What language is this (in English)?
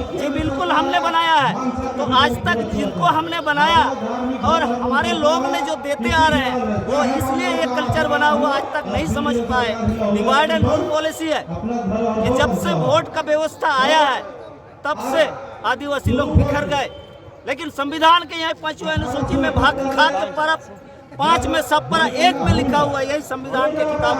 Santali